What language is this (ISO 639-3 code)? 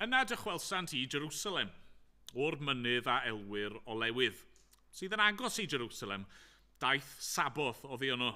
cym